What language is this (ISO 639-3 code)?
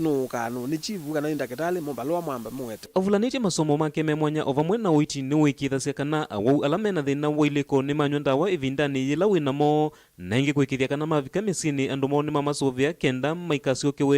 kam